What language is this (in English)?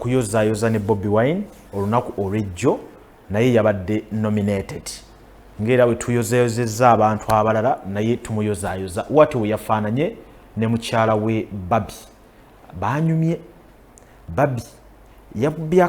Ganda